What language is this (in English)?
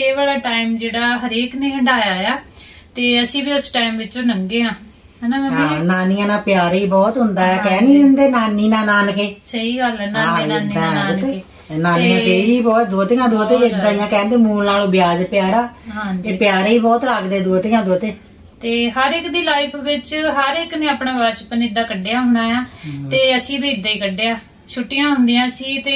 Punjabi